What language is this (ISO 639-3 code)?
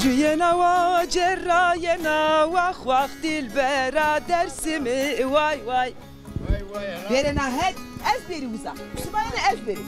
zza